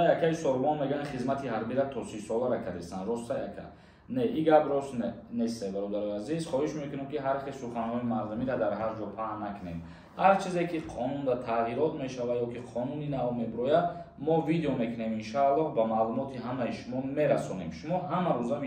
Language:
Tajik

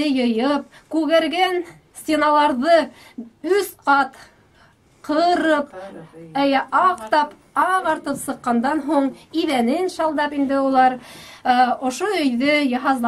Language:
Bashkir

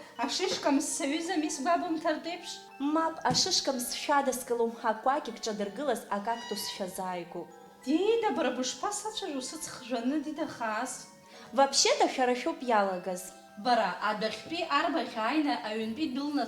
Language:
Abkhazian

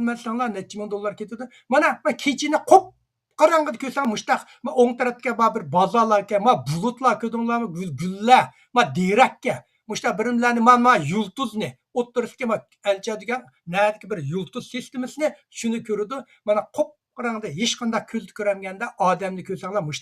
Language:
Uyghur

